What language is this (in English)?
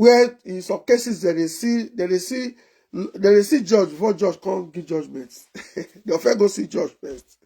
Nigerian Pidgin